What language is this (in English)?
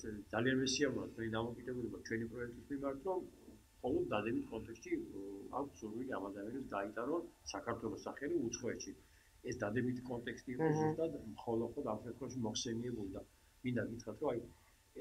Georgian